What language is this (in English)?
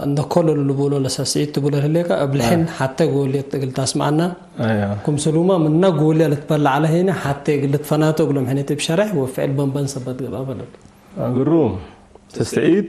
Tigre